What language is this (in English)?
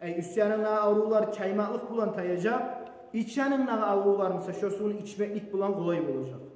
Kumyk